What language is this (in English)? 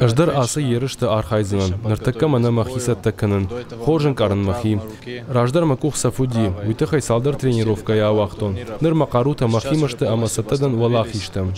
Ossetic